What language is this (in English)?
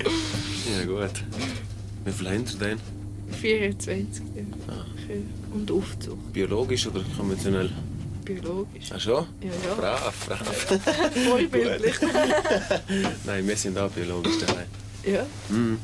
Swiss German